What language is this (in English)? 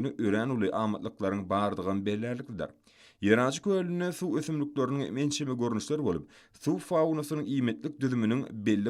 Turkmen